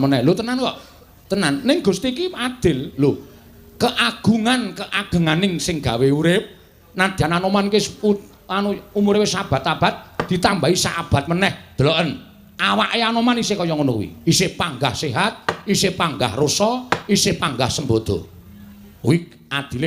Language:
Javanese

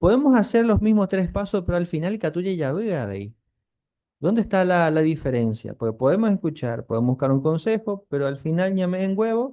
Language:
Guarani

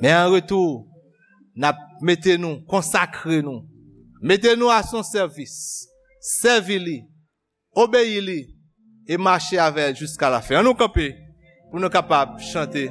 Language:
Haitian Creole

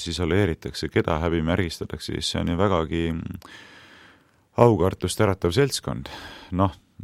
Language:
Estonian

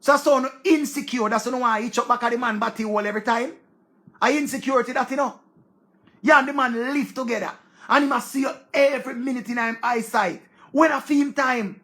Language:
Jamaican Creole English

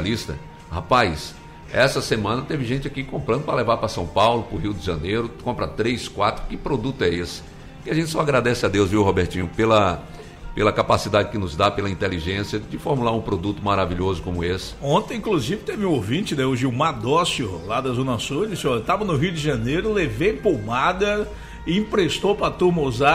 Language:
Portuguese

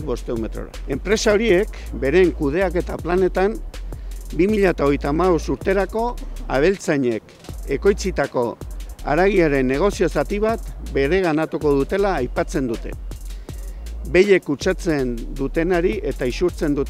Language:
Basque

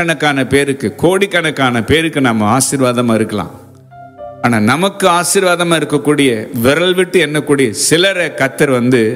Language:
Tamil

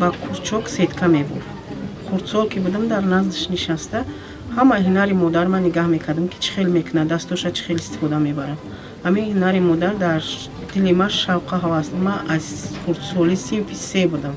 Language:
Tajik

